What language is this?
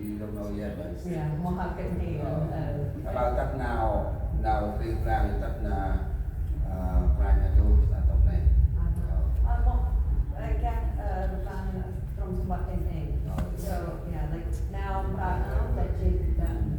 Central Mnong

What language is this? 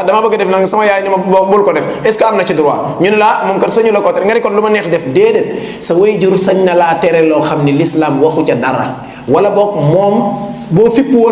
Wolof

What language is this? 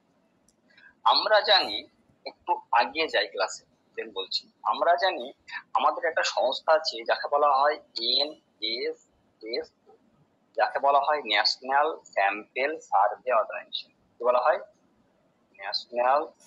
Bangla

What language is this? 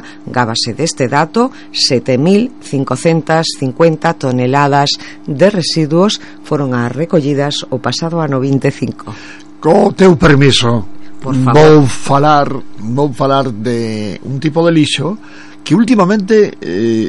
Galician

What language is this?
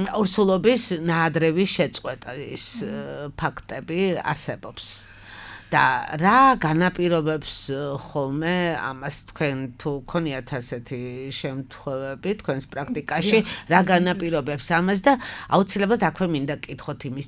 Georgian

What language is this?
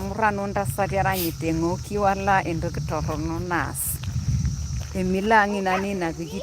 Masai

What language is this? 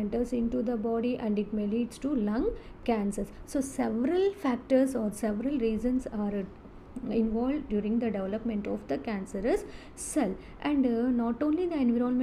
English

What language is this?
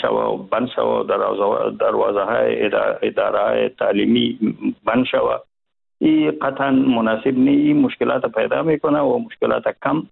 Persian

